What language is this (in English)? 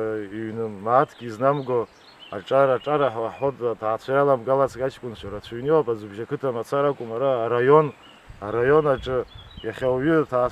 Abkhazian